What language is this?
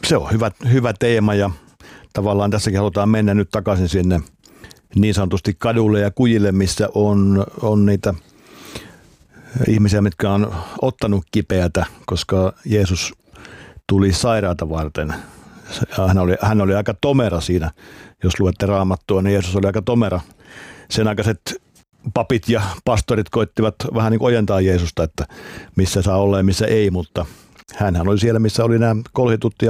Finnish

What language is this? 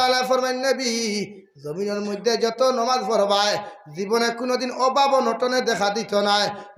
Sylheti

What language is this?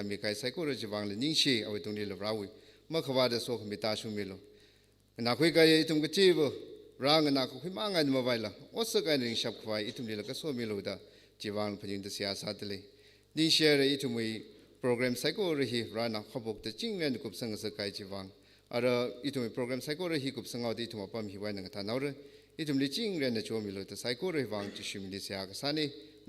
Tangkhul Naga (India)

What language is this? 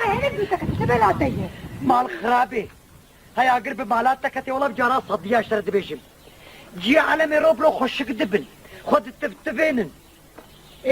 Kurdish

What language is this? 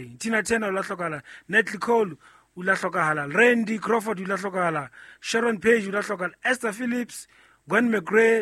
Southern Sotho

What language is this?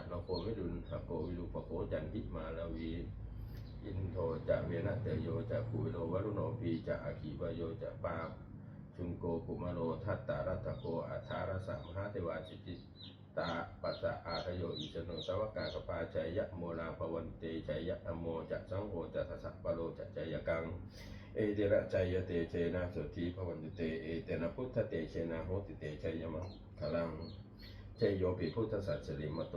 Pali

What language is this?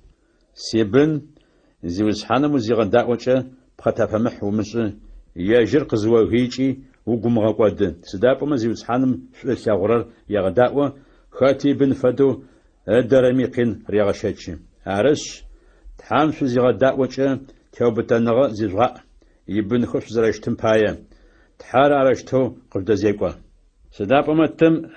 Adyghe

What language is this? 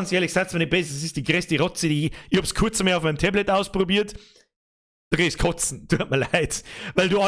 Bavarian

